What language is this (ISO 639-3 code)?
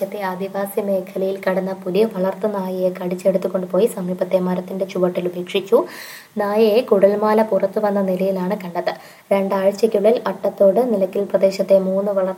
mal